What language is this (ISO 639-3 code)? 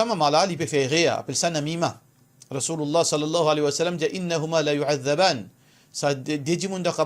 mfe